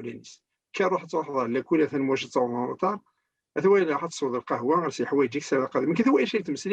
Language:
Kabyle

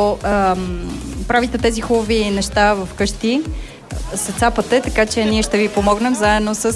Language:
Bulgarian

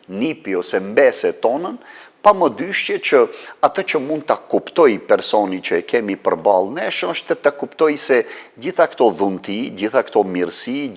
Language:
Albanian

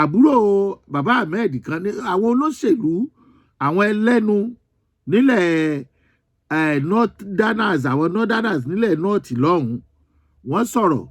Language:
Yoruba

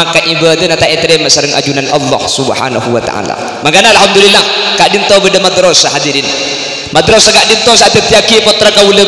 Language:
Madurese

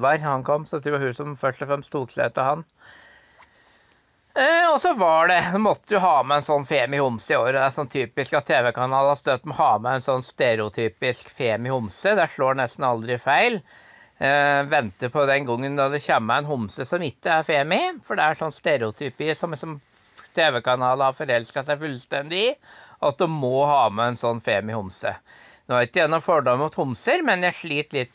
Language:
Norwegian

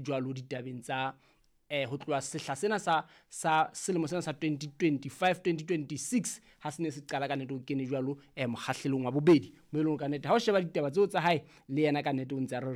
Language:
Southern Sotho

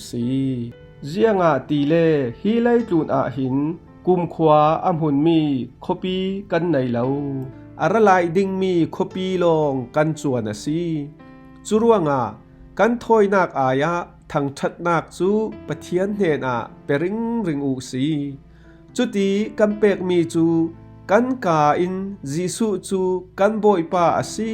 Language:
Falam Chin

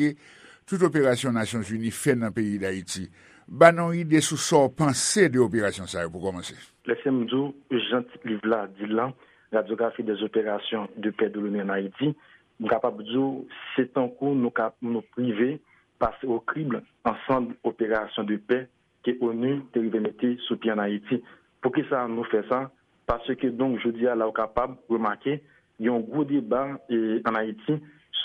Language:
Haitian Creole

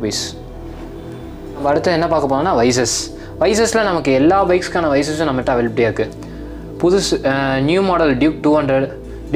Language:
Tamil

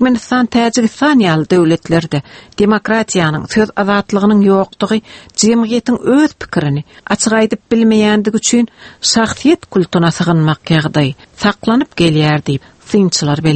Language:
Turkmen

